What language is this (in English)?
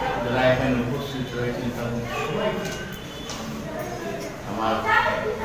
Bangla